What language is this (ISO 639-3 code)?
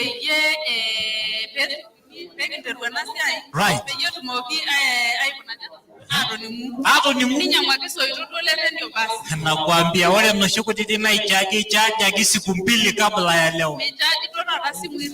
mas